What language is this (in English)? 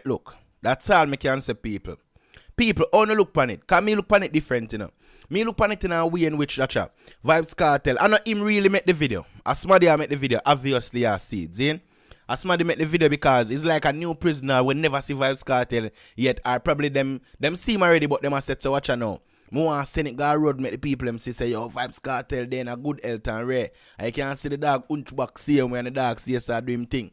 Jamaican Creole English